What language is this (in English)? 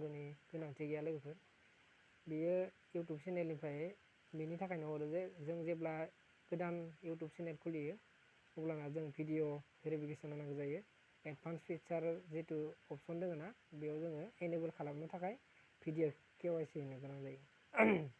Bodo